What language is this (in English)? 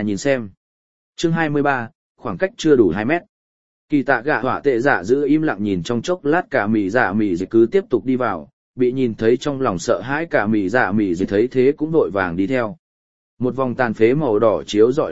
Vietnamese